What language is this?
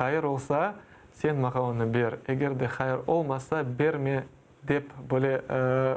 Crimean Tatar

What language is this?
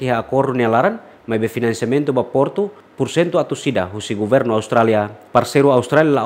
Tetum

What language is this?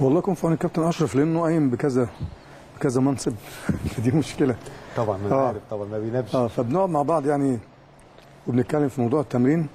Egyptian Arabic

